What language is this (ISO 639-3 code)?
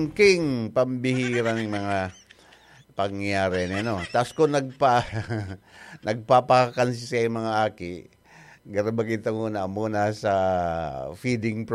bik